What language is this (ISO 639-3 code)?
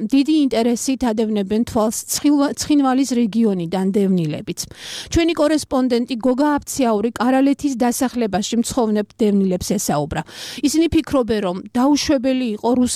kat